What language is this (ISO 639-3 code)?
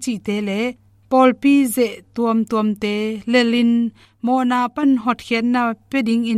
ctd